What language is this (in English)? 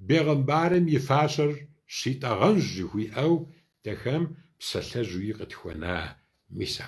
Kabardian